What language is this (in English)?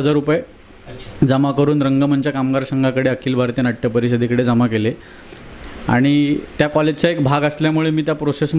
Marathi